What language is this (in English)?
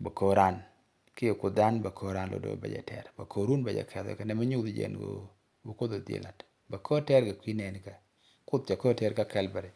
Nuer